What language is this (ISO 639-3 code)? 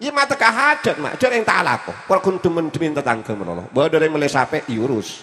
mad